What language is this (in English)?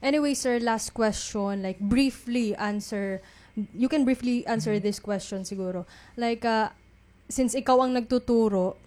Waray